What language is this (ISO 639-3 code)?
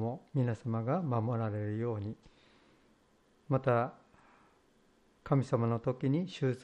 jpn